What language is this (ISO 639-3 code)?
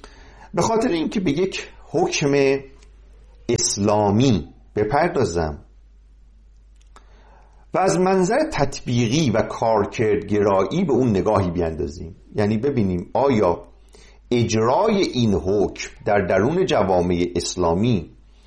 fas